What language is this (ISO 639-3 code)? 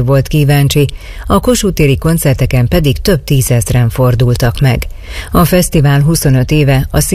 hun